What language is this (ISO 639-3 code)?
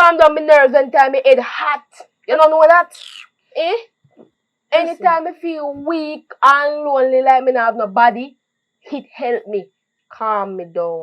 jam